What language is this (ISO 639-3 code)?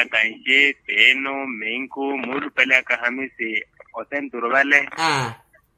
vmw